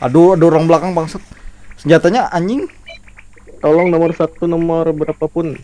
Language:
Banjar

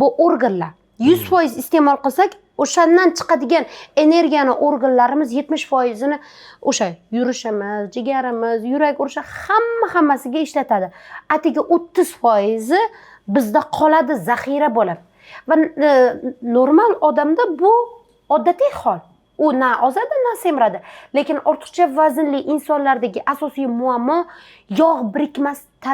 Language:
Uzbek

